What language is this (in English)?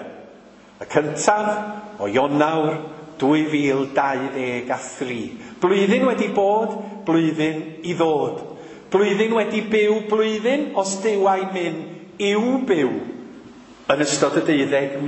Welsh